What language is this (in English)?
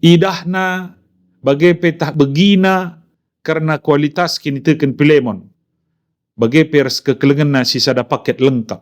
Batak Karo